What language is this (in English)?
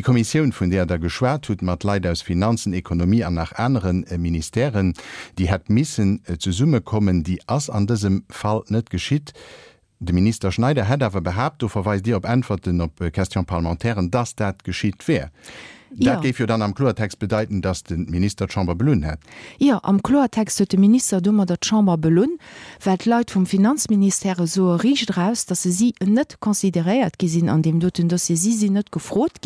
Luxembourgish